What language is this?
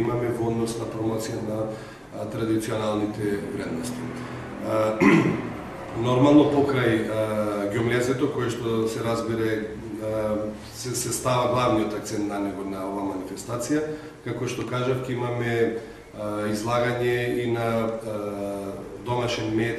Macedonian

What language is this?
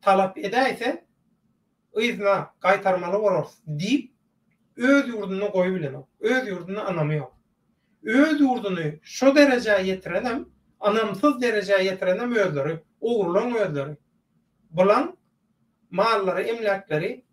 Turkmen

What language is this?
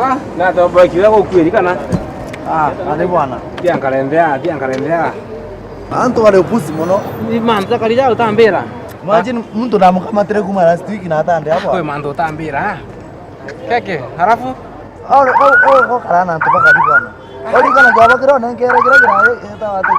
Meru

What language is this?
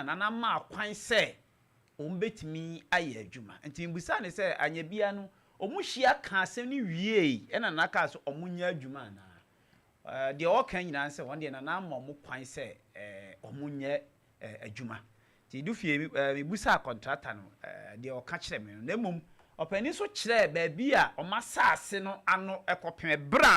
Akan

